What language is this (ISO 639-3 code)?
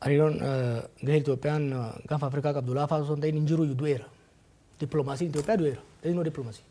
orm